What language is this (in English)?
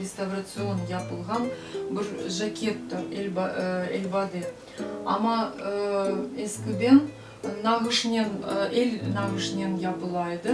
Crimean Tatar